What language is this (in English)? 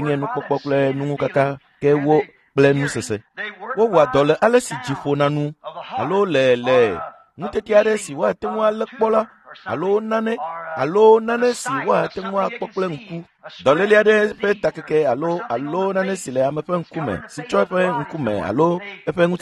Ewe